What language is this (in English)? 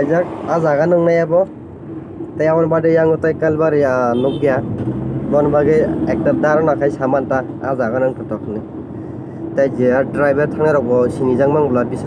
Kok Borok